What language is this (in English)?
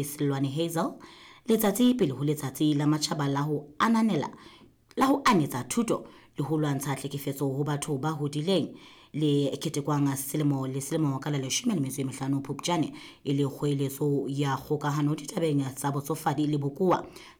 Southern Sotho